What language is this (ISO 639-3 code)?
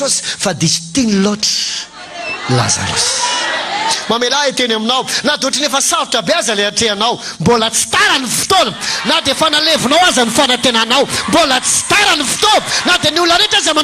mlg